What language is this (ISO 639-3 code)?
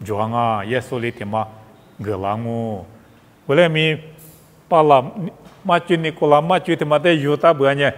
lis